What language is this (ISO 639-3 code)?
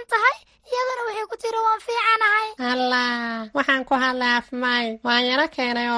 som